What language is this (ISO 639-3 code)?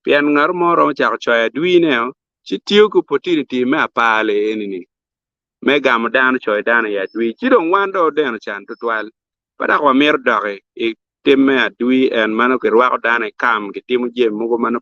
ach